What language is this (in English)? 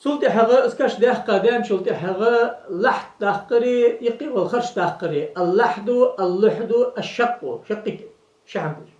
Ingush